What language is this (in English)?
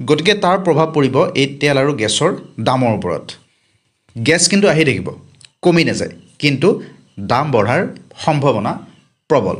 Assamese